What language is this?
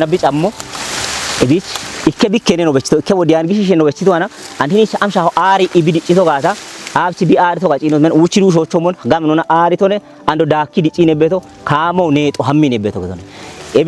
Kafa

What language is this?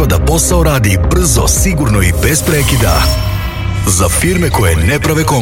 Serbian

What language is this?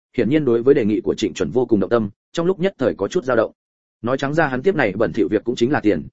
Vietnamese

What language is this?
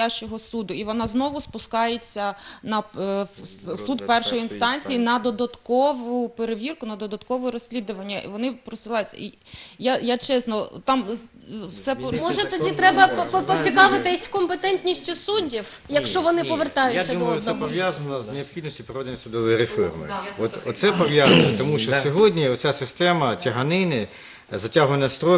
Ukrainian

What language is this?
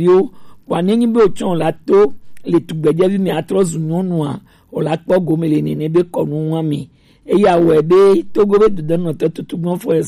Gen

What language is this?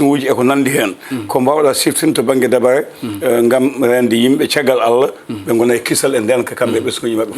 Fula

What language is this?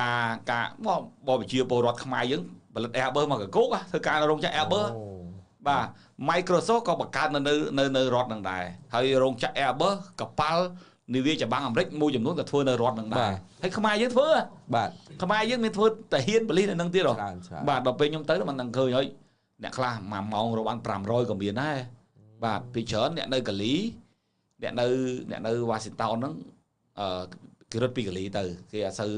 Khmer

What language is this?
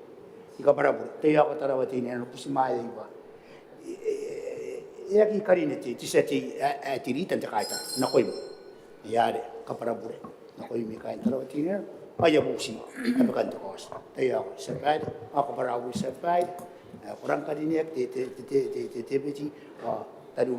Gilbertese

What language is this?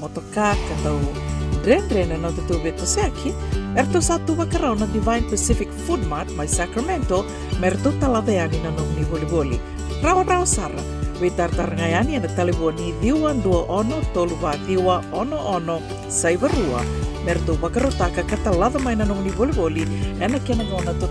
Fijian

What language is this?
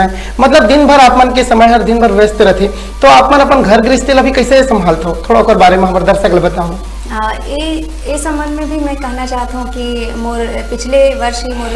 Chhattisgarhi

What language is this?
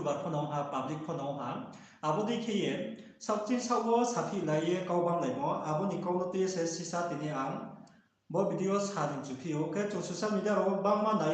Riang (India)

